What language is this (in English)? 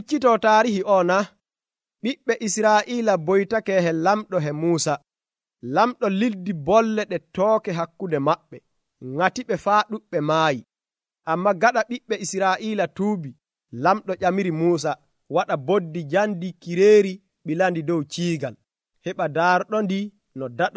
Nigerian Fulfulde